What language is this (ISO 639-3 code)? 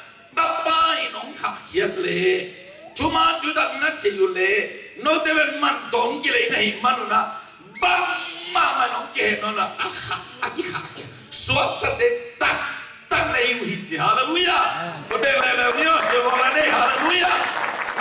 ctd